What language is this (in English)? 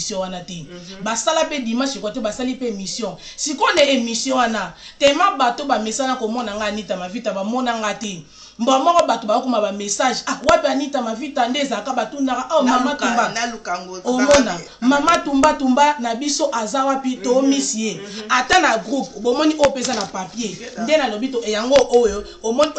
Lingala